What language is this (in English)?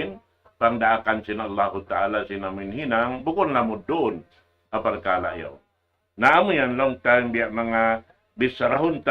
Tausug